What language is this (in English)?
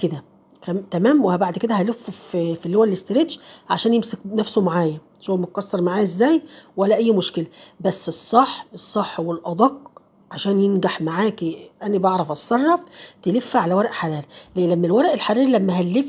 Egyptian Arabic